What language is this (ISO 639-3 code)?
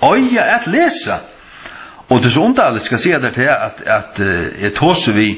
fao